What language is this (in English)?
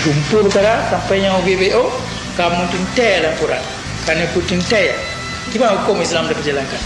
Achinese